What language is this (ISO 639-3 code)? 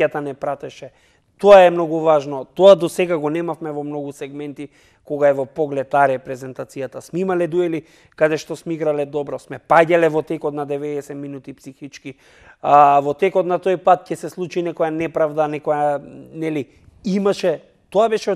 mkd